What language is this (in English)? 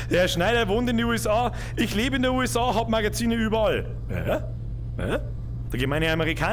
Bavarian